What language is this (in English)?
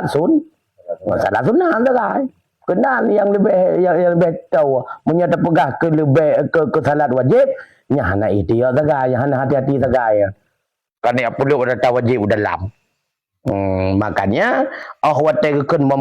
Achinese